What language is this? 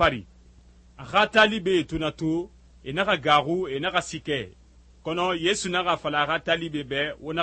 Susu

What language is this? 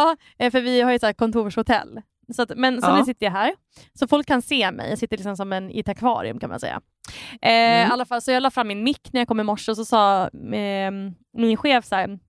Swedish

